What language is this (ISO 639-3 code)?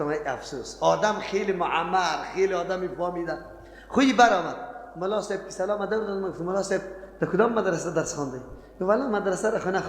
fas